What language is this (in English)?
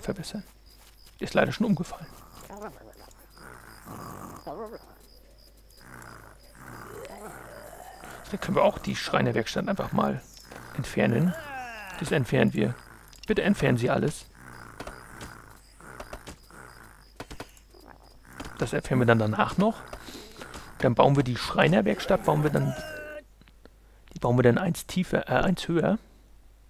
German